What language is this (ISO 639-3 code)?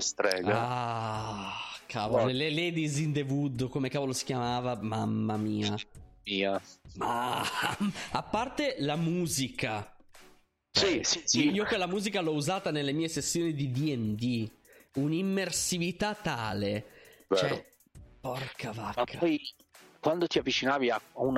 ita